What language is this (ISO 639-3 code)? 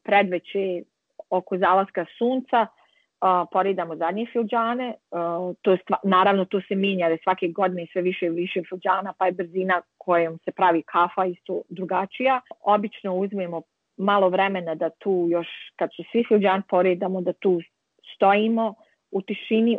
bos